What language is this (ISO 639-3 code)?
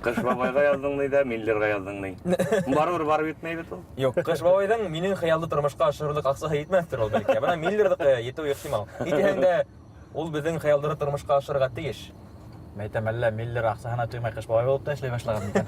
bak